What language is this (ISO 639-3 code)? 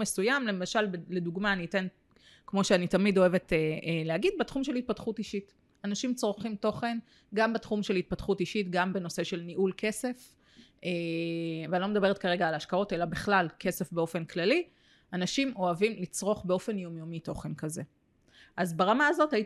heb